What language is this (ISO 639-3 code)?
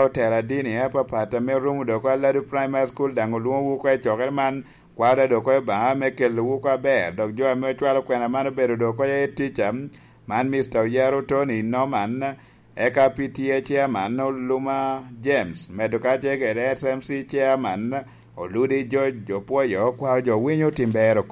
laj